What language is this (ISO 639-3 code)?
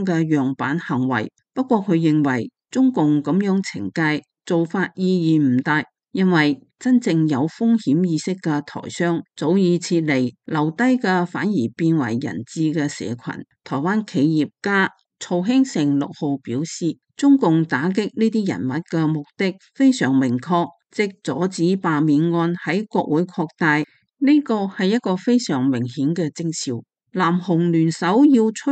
yue